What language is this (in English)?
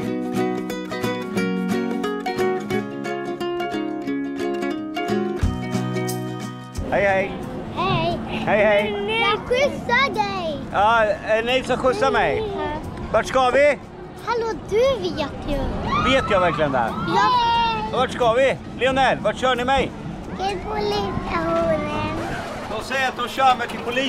Swedish